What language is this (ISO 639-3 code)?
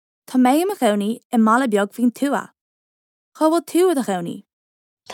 gle